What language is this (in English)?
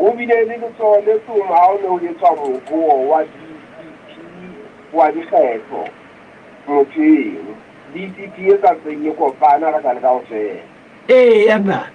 Southern Sotho